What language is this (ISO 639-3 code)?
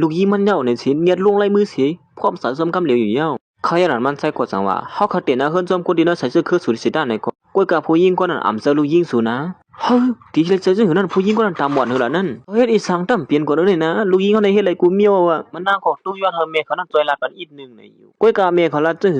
shn